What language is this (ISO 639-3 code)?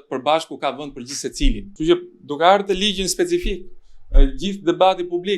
sqi